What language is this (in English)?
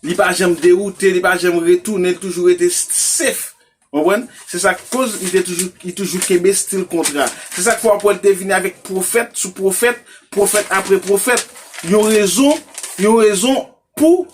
Haitian Creole